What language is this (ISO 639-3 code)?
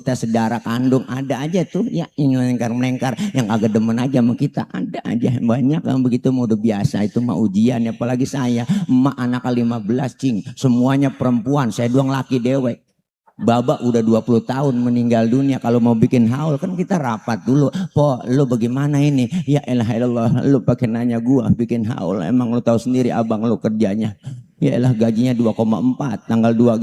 bew